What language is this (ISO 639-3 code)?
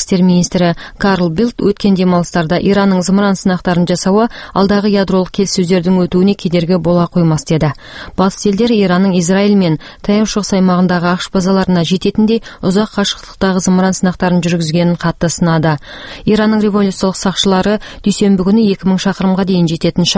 kaz